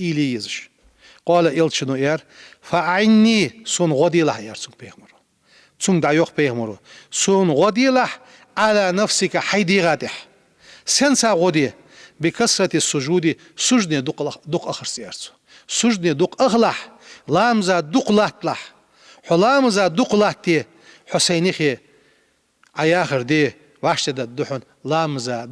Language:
Ingush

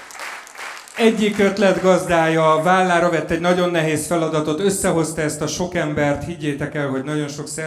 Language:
Hungarian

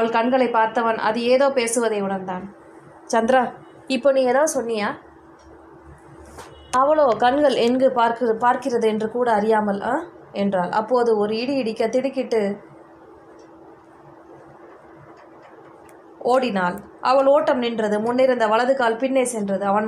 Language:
Tamil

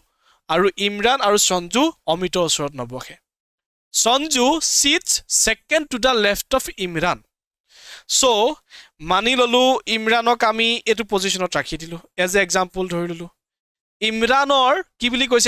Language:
Assamese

